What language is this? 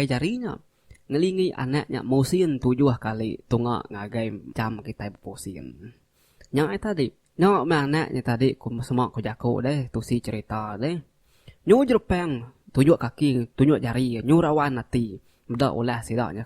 Iban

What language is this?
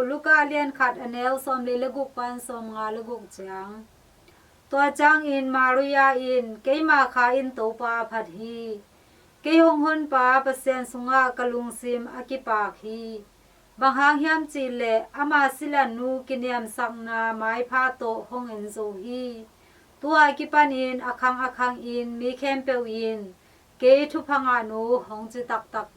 Tedim Chin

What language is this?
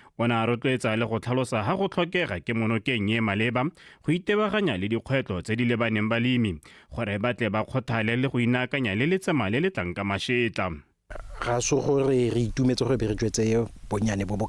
Tswana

